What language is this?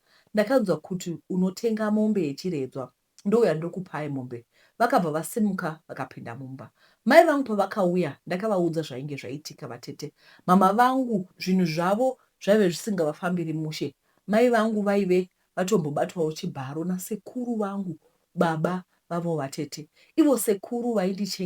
Shona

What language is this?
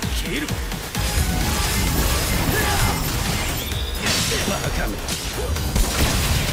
Japanese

